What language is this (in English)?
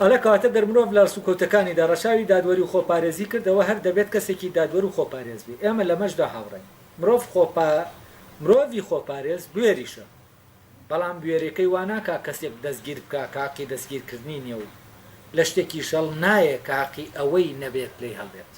Central Kurdish